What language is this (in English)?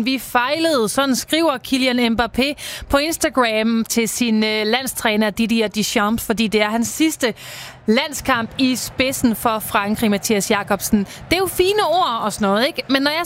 Danish